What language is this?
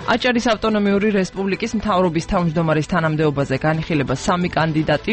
Georgian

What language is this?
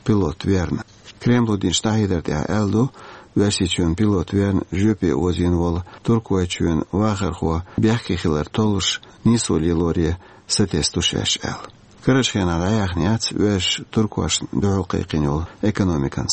Chechen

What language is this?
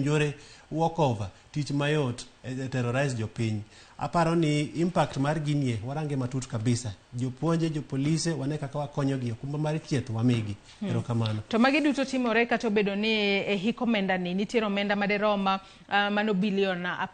Luo (Kenya and Tanzania)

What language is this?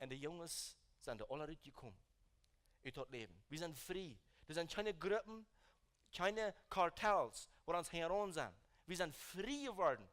Plautdietsch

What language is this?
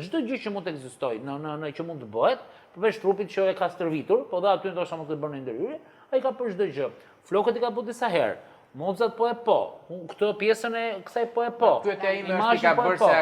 Albanian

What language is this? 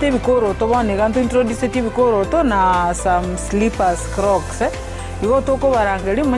Gusii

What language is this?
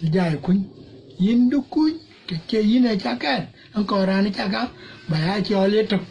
Dinka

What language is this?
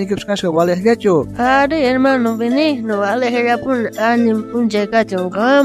South Bolivian Quechua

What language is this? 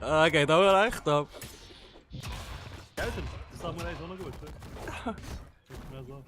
Swiss German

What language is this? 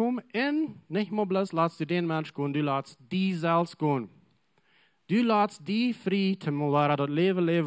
Plautdietsch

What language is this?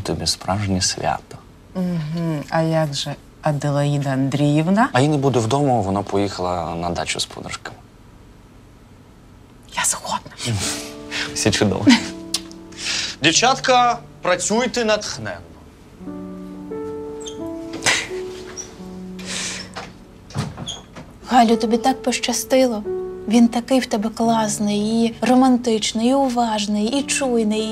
Ukrainian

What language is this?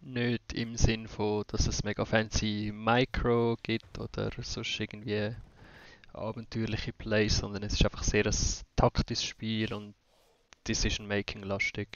Swiss German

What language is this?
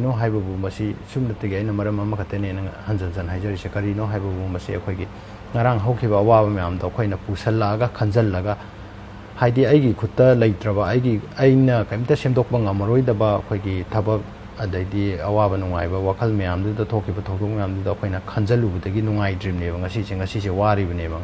Manipuri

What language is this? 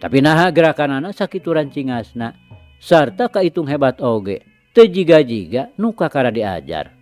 Sundanese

